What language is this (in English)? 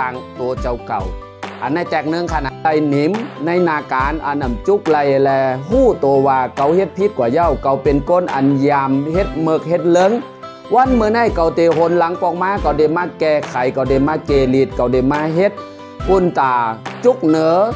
Shan